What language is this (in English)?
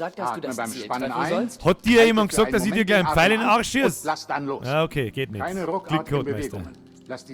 Bavarian